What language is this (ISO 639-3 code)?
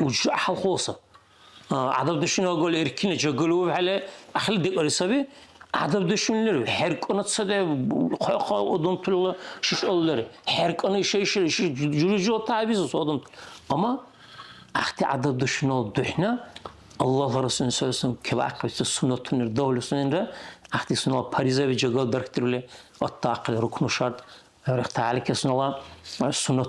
dar